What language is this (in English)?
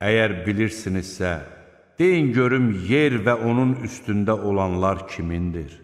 Azerbaijani